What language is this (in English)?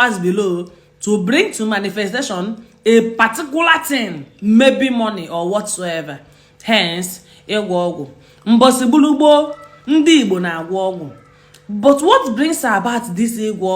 Igbo